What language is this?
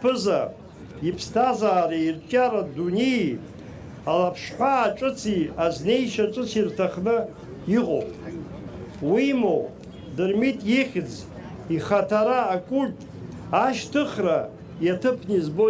Abkhazian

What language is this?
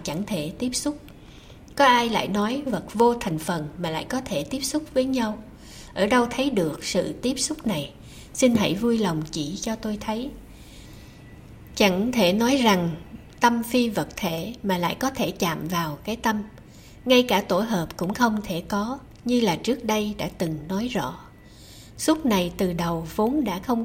Vietnamese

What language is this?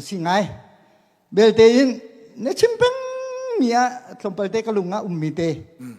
Hakha Chin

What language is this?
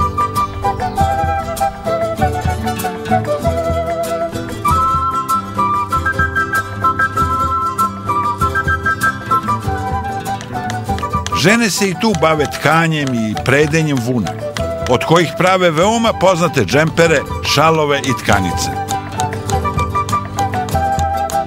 Serbian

